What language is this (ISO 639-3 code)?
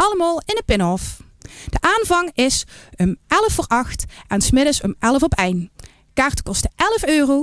lim